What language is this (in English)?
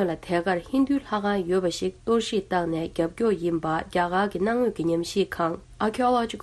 Tibetan